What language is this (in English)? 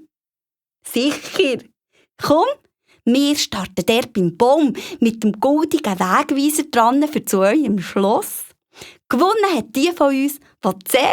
Swiss German